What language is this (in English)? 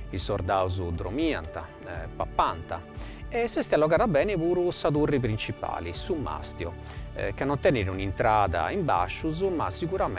Sardinian